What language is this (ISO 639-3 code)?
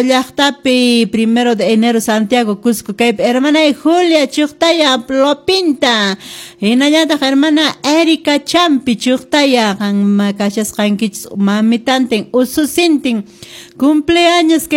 que